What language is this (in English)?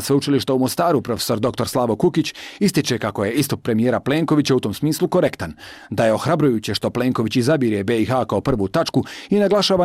Croatian